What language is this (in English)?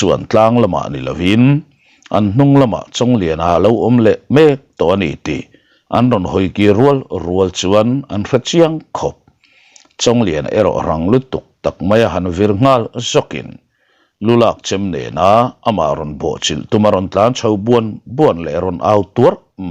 Mizo